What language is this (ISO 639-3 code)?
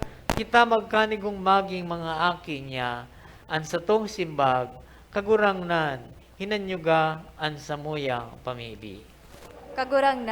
bik